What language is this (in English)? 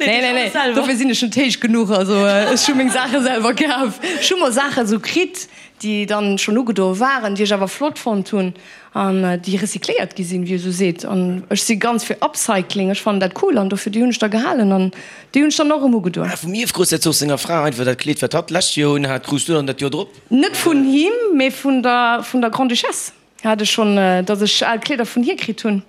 Luxembourgish